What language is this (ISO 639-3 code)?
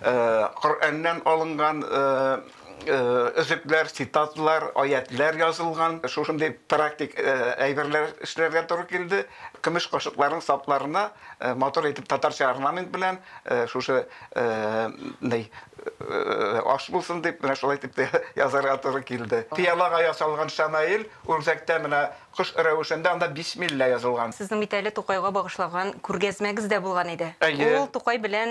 tat